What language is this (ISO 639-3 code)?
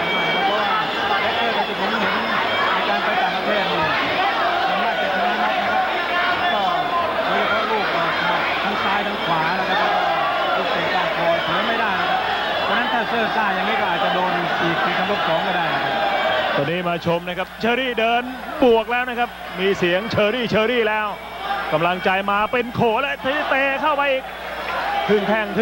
tha